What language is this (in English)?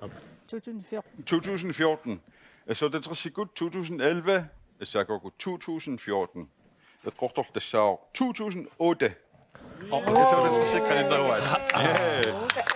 Kalaallisut